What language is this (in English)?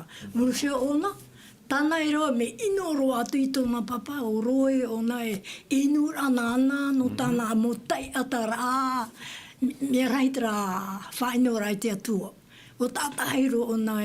Tahitian